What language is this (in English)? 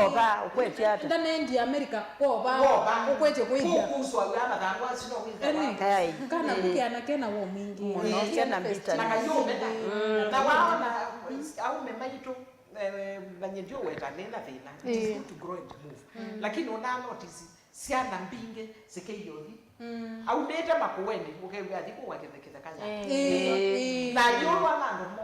Kamba